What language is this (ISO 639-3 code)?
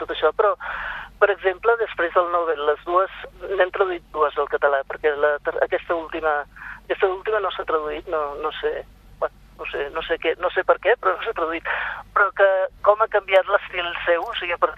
cat